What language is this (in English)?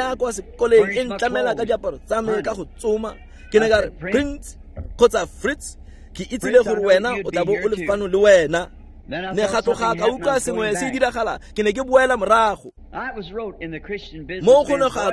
Tswana